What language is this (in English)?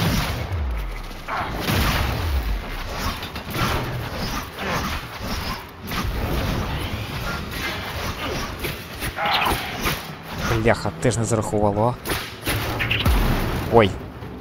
Ukrainian